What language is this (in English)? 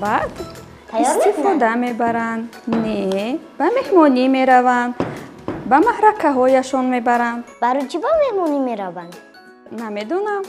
Tajik